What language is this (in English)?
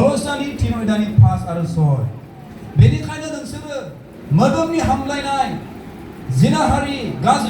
Bodo